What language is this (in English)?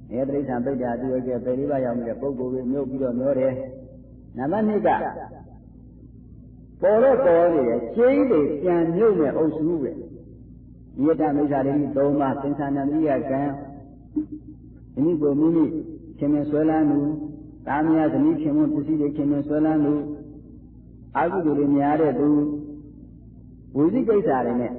Burmese